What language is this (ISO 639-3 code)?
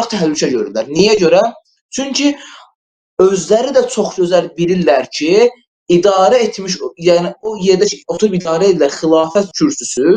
aze